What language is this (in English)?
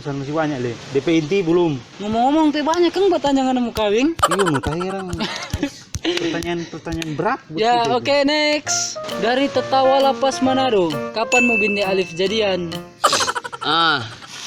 Manado Malay